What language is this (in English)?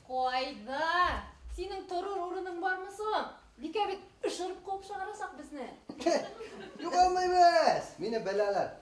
Bashkir